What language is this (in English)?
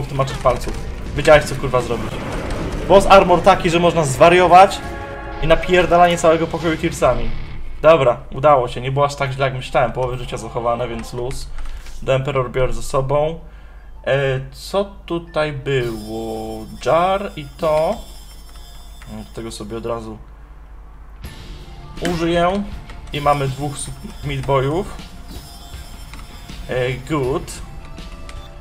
Polish